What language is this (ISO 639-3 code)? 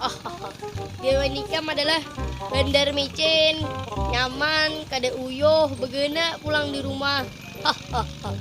bjn